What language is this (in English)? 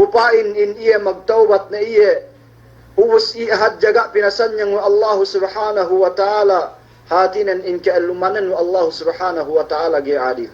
Yakan